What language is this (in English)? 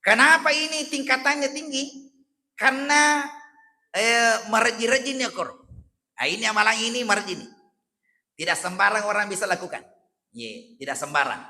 Buginese